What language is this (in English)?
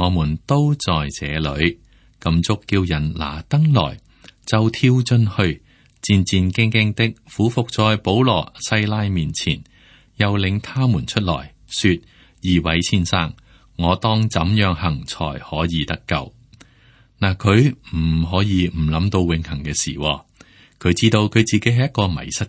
Cantonese